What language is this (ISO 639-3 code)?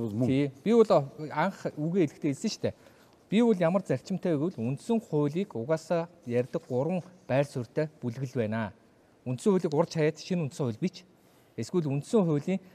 mon